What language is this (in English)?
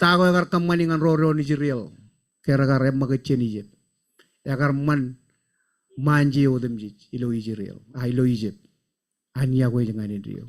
Marshallese